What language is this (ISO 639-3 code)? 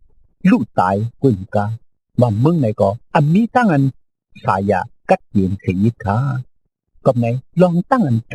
shn